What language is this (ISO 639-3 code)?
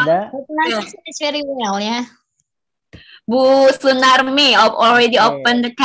ind